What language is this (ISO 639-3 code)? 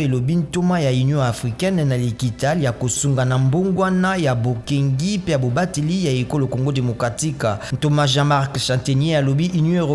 lin